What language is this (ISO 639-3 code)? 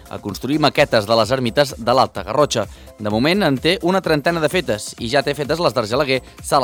cat